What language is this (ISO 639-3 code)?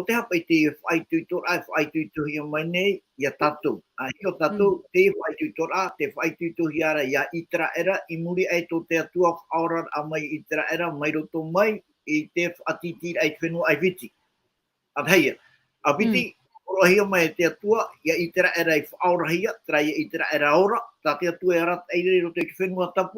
tah